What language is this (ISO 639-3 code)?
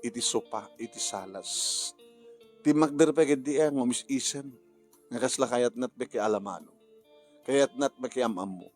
ilo